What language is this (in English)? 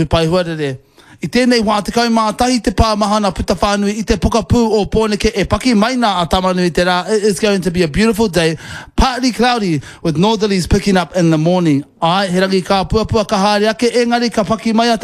Māori